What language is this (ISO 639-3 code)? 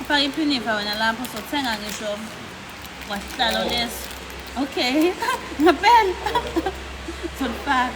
zul